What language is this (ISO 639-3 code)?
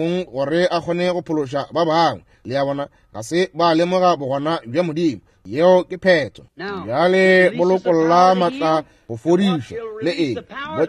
nso